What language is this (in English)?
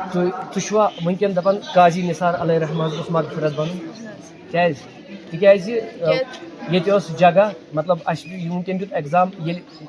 Kashmiri